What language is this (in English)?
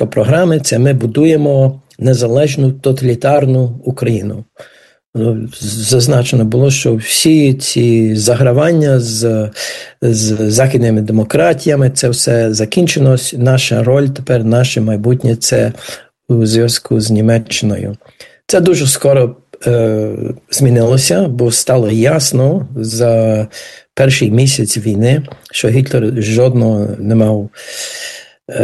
Ukrainian